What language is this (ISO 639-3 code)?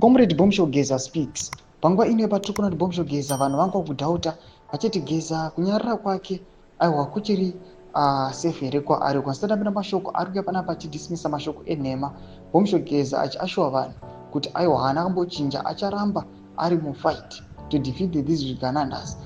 sna